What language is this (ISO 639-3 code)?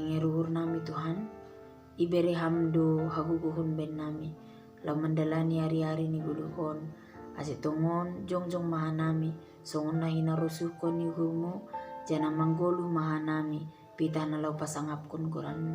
bts